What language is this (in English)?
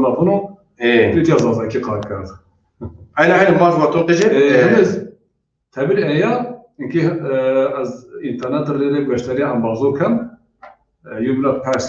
Zaza